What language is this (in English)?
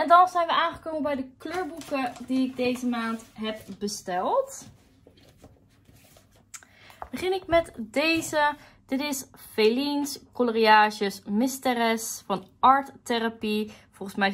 Dutch